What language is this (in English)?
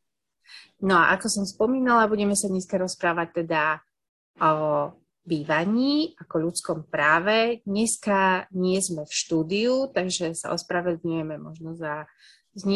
Slovak